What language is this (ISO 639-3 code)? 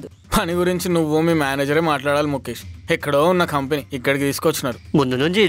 tel